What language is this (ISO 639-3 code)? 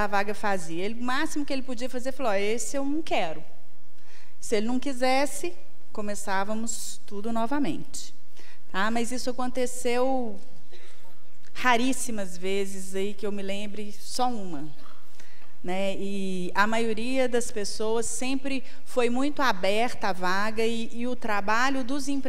por